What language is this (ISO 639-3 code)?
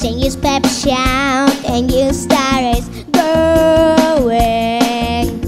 crh